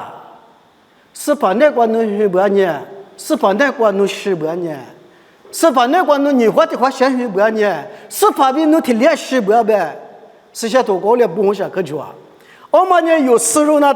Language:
Lisu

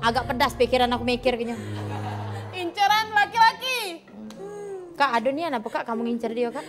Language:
Musi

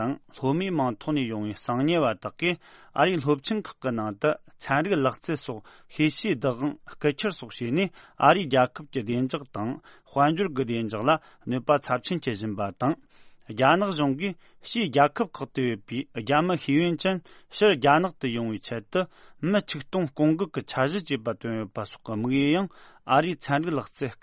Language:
Tibetan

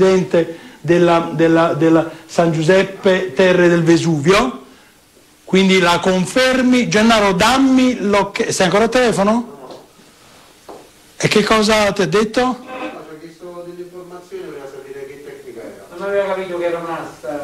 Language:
Italian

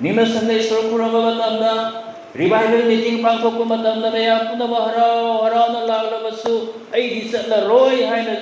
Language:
Manipuri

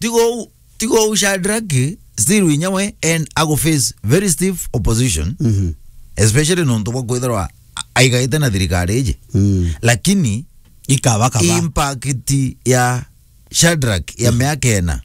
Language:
Meru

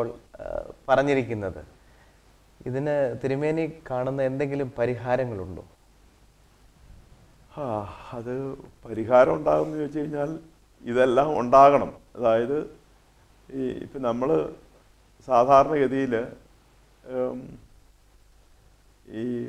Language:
Malayalam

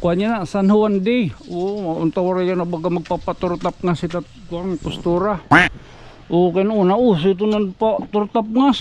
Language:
Waray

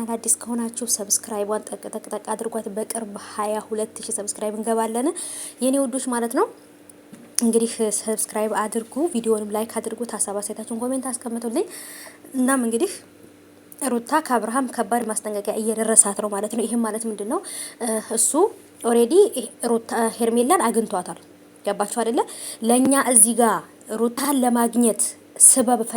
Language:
Amharic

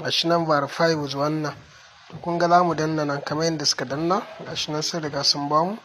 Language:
Hausa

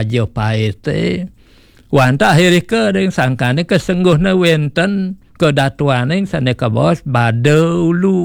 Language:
Balinese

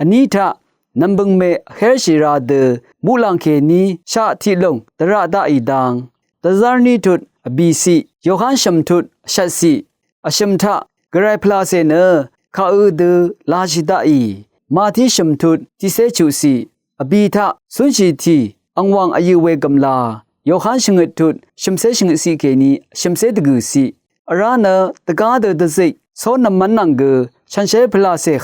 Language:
Rawang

